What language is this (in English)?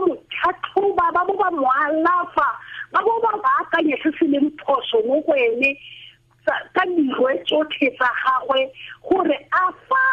Tswana